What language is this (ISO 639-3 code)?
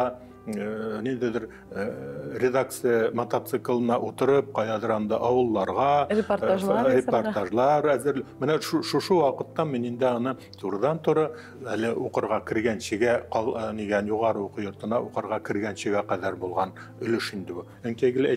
tat